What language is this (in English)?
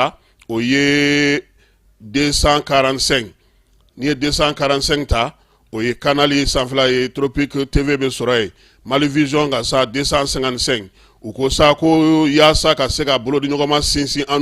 Bambara